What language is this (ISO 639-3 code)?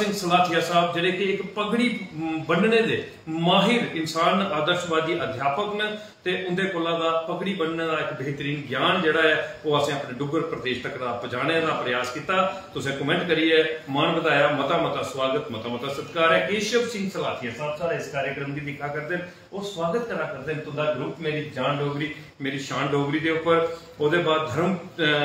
doi